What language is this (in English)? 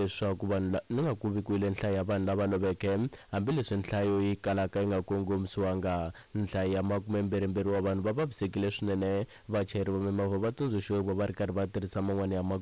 Tsonga